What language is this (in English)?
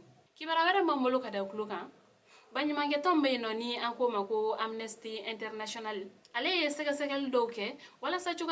Bambara